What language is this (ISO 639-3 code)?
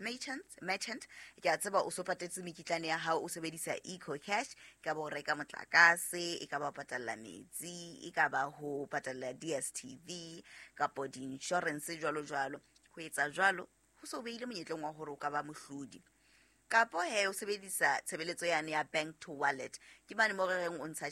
sot